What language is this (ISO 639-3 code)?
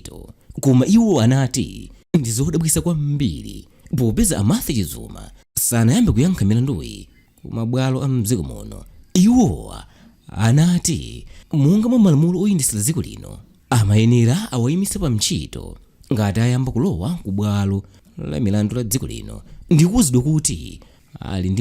nya